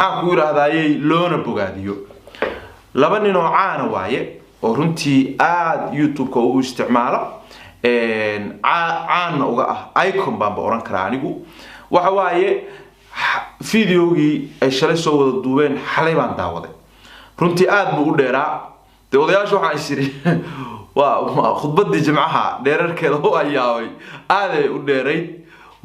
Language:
Somali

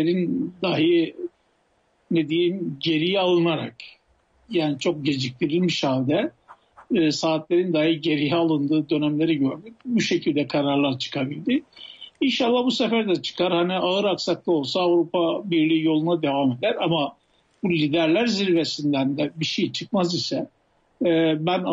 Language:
Turkish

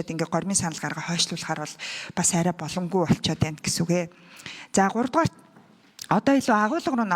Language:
Mongolian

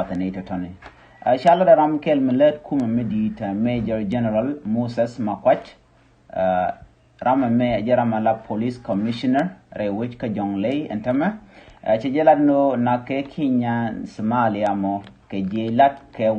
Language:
Nuer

